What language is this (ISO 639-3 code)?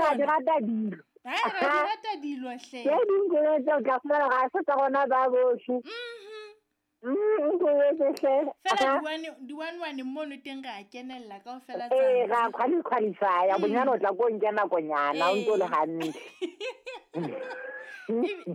sot